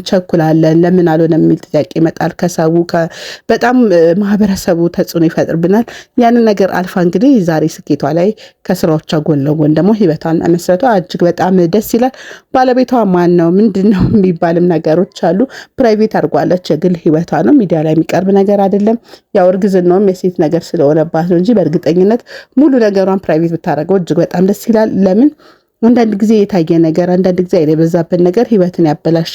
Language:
Amharic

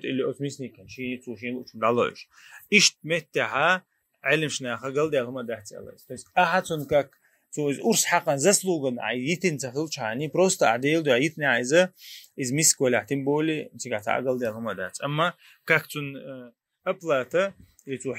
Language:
Chechen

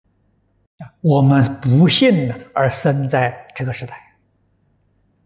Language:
Chinese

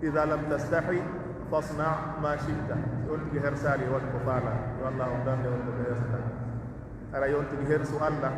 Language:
Pular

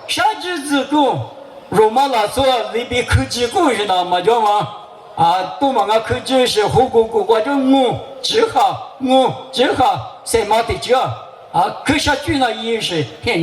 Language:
Lisu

